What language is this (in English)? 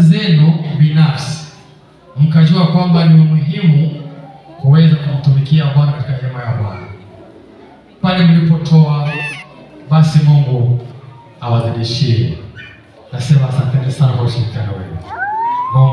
Swahili